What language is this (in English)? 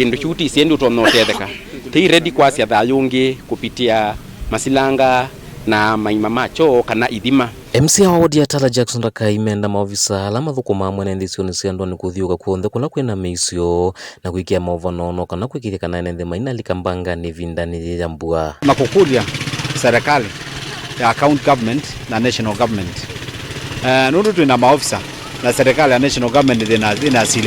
Kamba